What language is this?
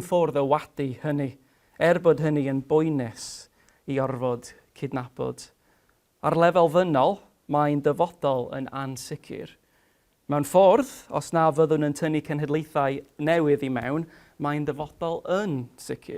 Welsh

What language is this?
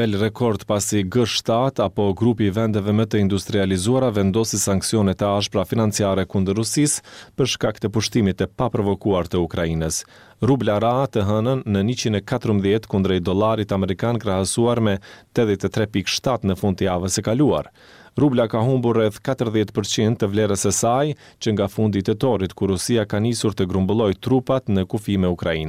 Albanian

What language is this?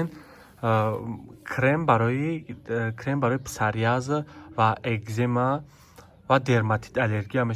Tajik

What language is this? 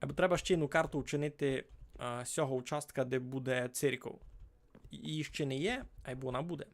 Rusyn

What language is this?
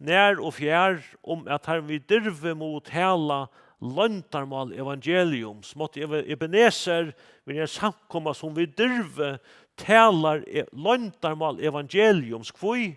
Faroese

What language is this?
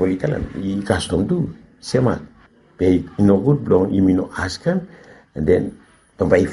Bislama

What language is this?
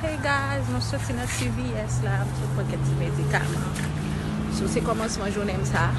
Haitian Creole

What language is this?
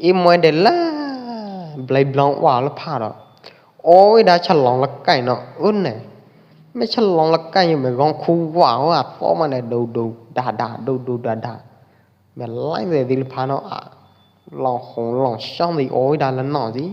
Pwo Eastern Karen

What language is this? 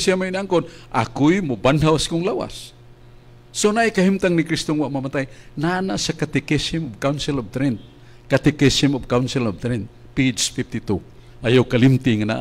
Cebuano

